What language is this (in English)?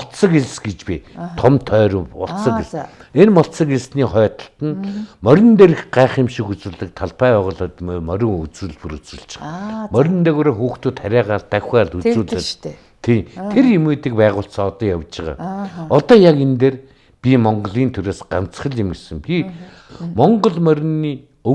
Mongolian